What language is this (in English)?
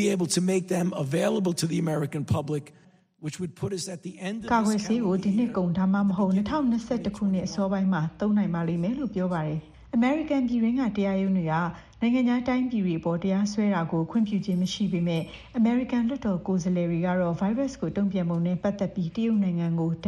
Burmese